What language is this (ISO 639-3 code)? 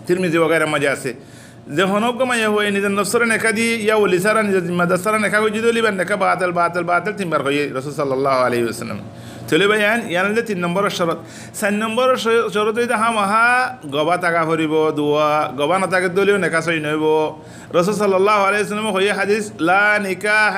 rhg